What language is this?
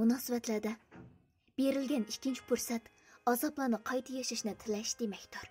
Uyghur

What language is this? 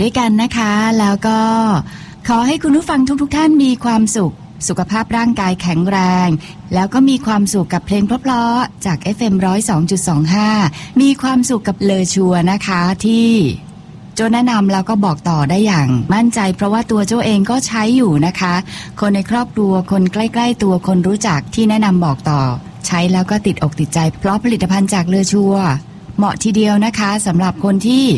Thai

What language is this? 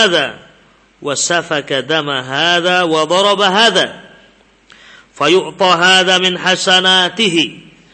Indonesian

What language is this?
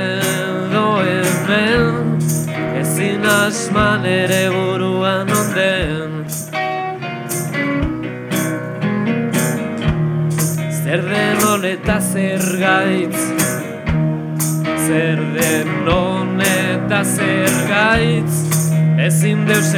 Basque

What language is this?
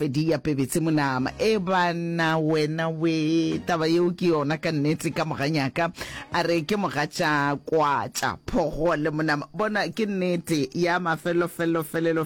Northern Sotho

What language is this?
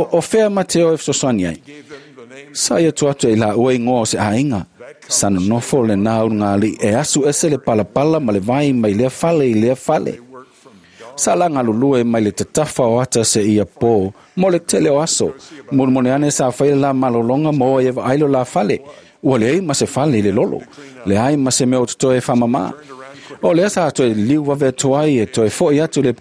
Samoan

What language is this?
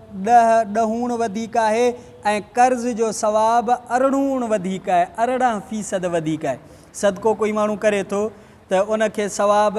Sindhi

